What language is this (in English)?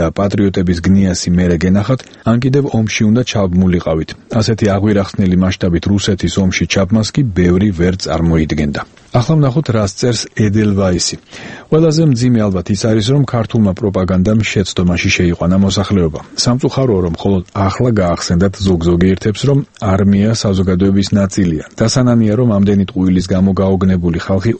Georgian